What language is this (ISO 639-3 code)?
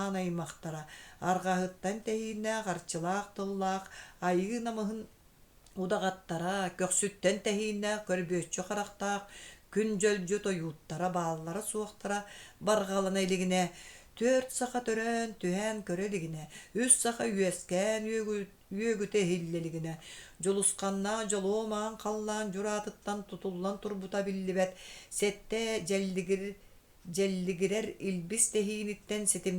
sah